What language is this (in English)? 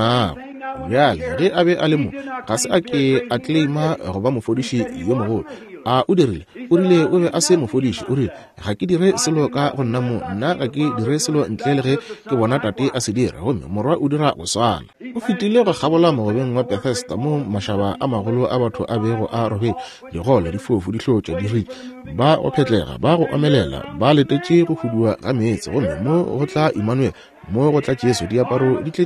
Northern Sotho